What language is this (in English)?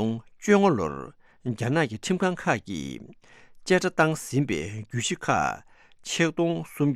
Tibetan